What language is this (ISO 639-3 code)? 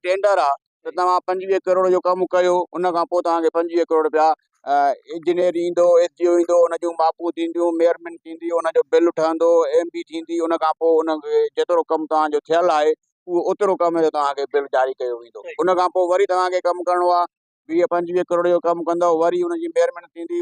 snd